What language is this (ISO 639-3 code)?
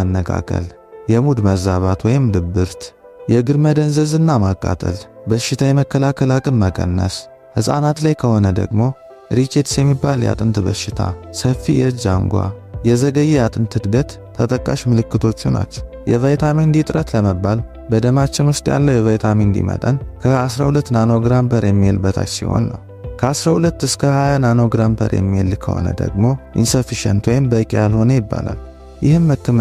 amh